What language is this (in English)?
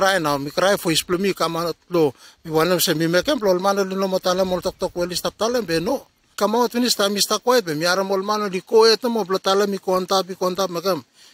Bislama